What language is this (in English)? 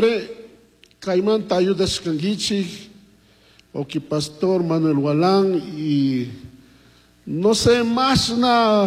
Chimborazo Highland Quichua